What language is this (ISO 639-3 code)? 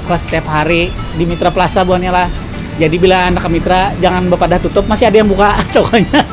bjn